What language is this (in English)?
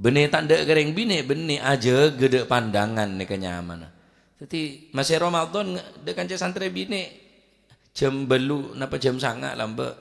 Madurese